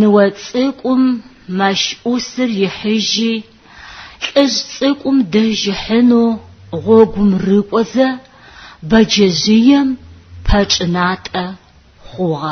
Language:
Adyghe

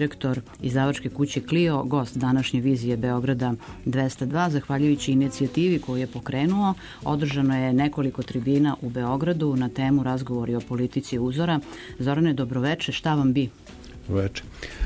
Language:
Serbian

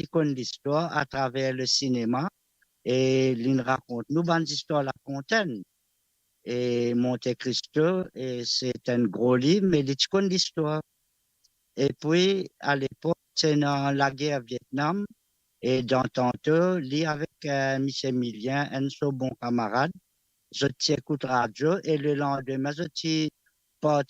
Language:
Morisyen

